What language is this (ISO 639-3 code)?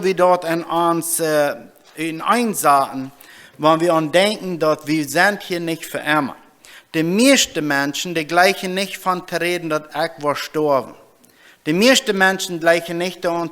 pdt